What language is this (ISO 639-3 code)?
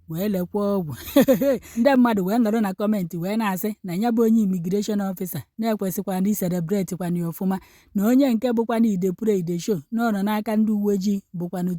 ibo